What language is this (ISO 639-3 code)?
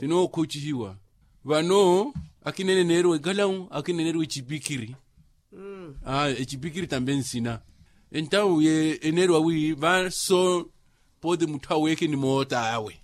vmw